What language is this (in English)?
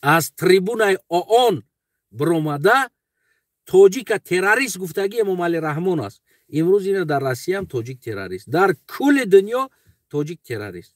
Tajik